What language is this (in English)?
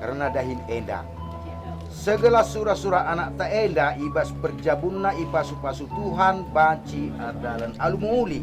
Batak Karo